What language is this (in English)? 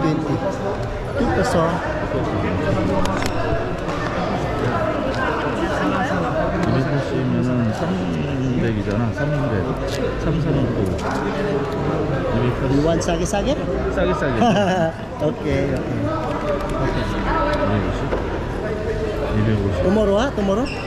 Korean